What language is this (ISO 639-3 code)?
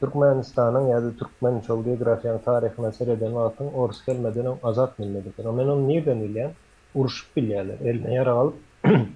tuk